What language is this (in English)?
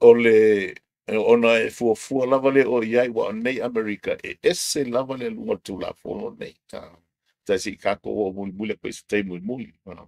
Samoan